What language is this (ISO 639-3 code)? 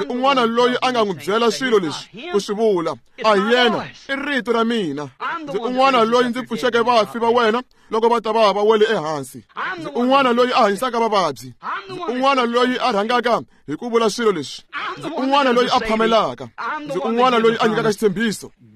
tso